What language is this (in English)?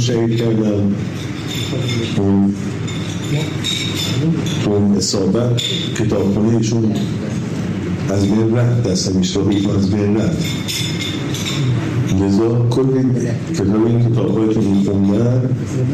Persian